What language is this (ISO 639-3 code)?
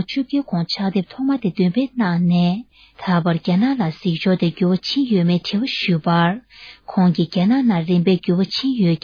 bod